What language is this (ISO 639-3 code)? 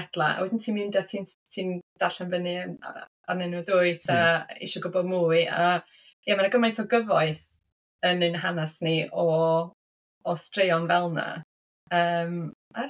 cym